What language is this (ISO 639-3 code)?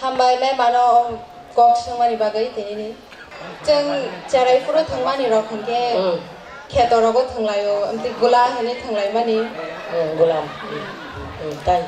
trp